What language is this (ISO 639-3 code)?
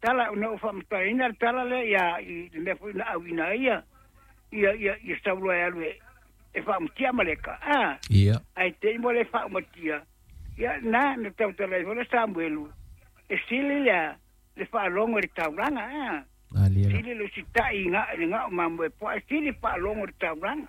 smo